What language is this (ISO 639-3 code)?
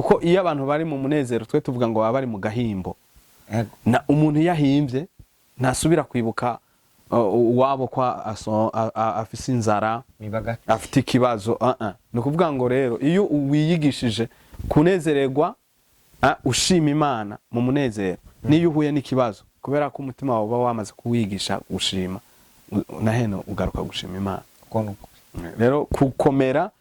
run